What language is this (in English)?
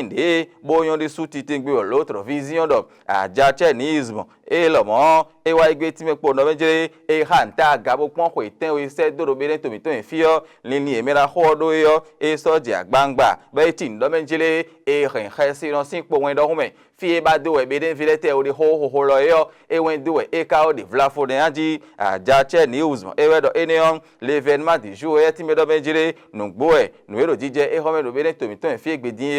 Fon